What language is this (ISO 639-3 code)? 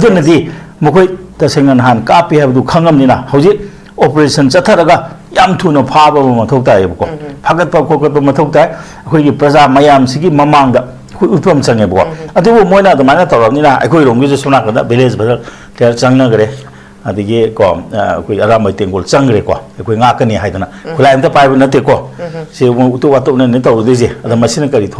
mni